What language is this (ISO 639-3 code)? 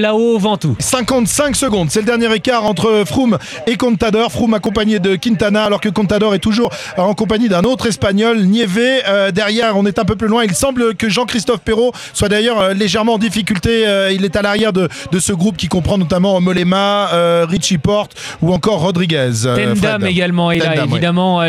fra